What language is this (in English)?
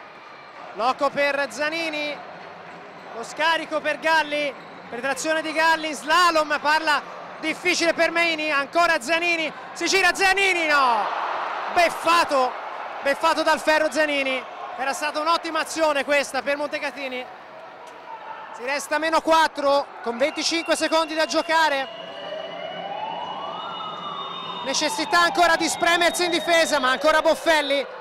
Italian